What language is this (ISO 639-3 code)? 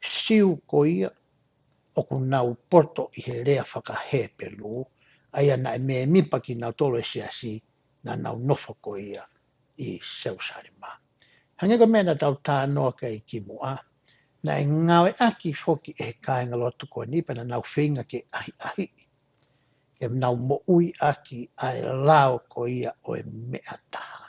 ton